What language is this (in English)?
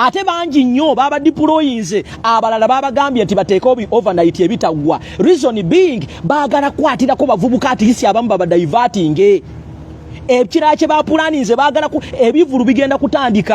Ganda